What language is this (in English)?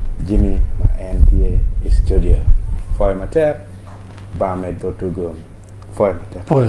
Acoli